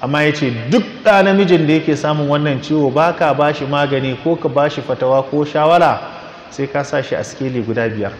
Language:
Hausa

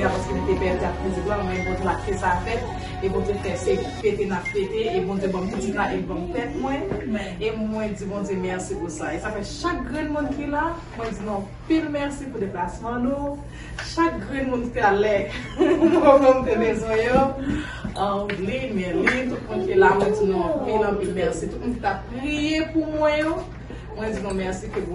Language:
Haitian Creole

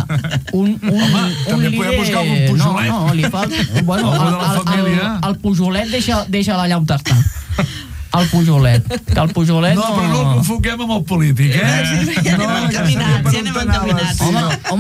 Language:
Catalan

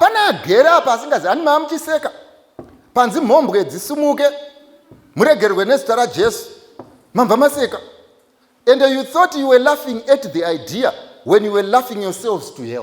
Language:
Shona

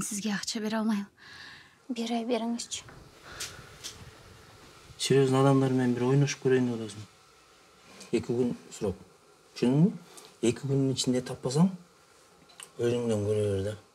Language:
Kazakh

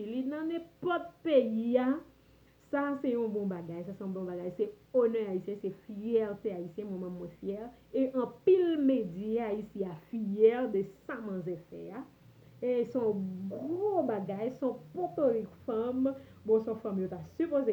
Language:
Haitian Creole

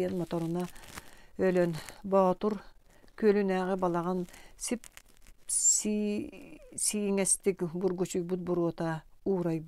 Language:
Yakut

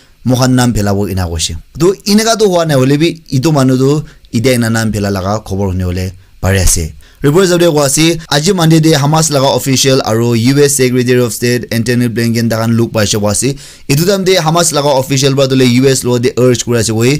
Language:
Naga Pidgin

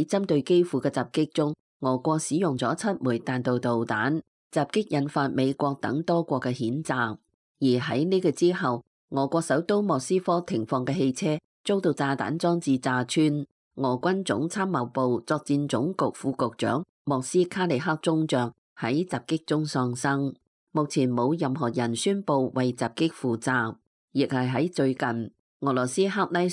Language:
Cantonese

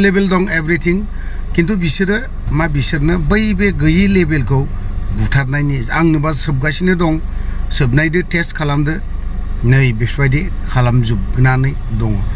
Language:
Bodo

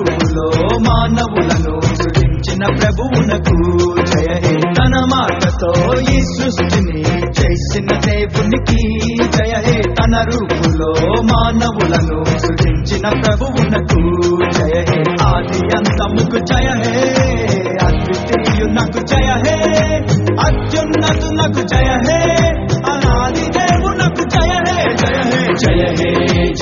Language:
Telugu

